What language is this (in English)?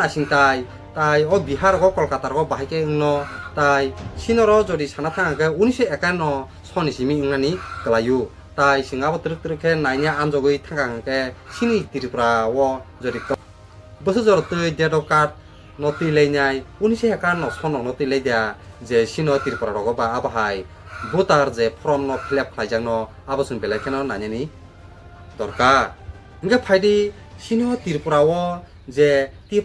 Kok Borok